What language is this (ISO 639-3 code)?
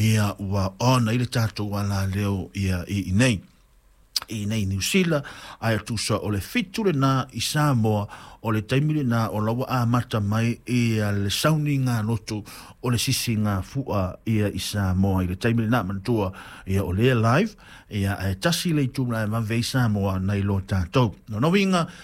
smo